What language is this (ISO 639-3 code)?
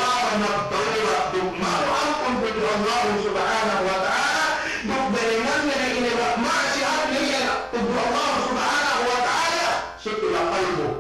yka